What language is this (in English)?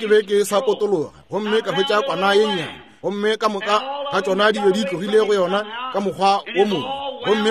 Northern Sotho